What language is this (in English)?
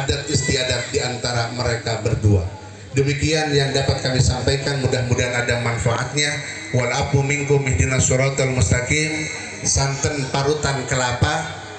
Betawi